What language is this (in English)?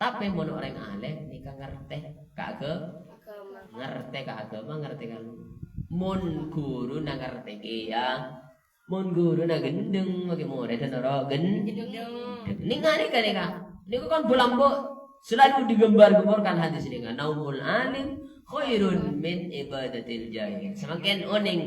Madurese